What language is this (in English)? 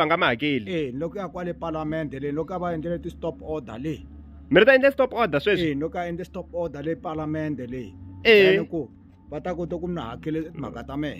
Tsonga